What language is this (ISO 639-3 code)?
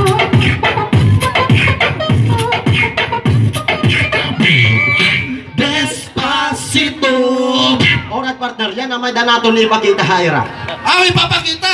war